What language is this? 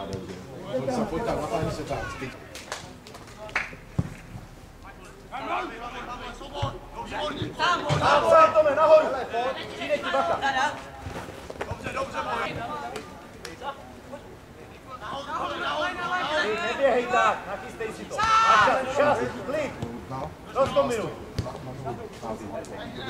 Czech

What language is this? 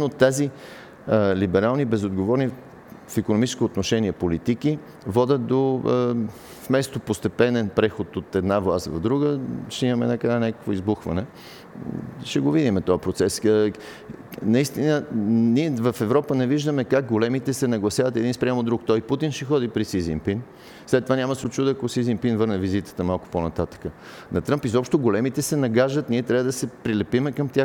Bulgarian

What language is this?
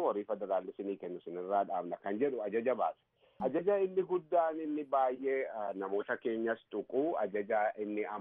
Oromo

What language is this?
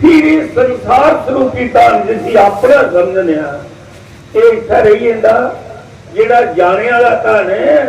Dogri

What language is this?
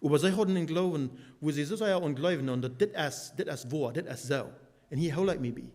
Plautdietsch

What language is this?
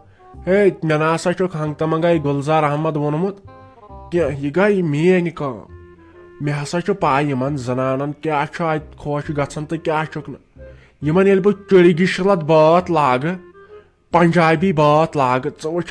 Kashmiri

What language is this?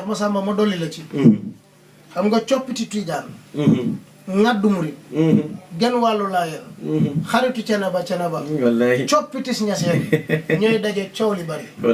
Wolof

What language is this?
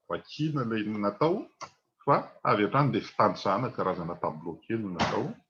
Malagasy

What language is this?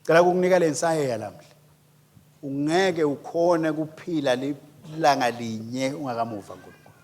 Swati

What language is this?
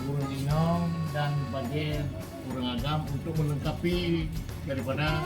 Achinese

